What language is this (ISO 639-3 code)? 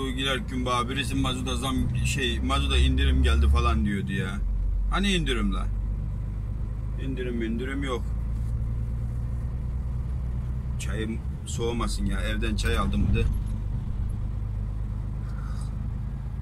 tur